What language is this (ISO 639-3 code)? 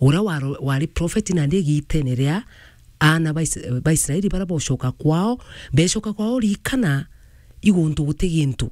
mer